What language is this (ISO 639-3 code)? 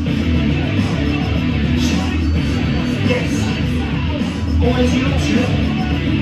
eng